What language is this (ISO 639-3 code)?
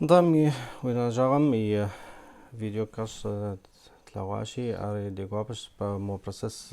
kbd